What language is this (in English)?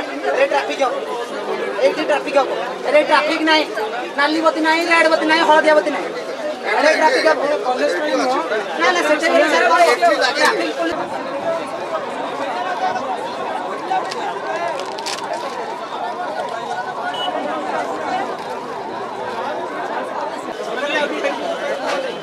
Odia